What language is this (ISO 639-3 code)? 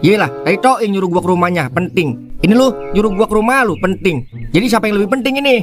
bew